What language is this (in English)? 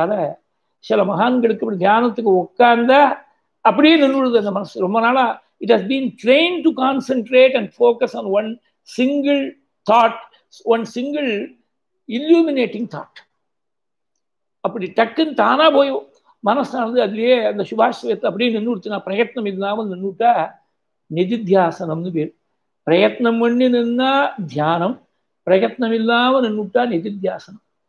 Tamil